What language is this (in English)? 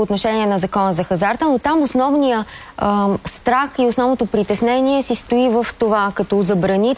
Bulgarian